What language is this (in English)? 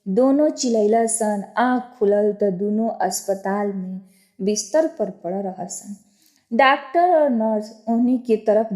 Bhojpuri